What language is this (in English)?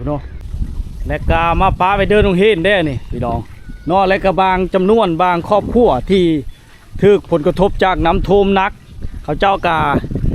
Lao